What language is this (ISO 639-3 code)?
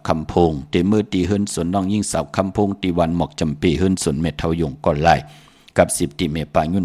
shn